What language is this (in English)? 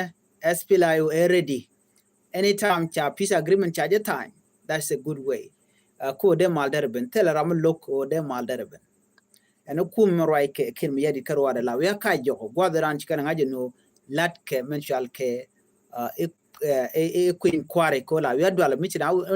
Nuer